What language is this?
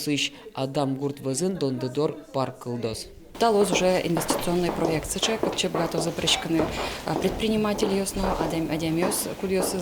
Udmurt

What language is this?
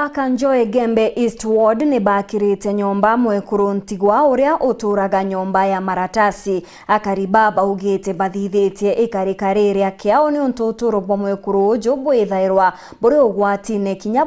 Meru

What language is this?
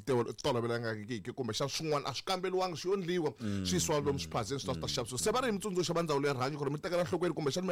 Tsonga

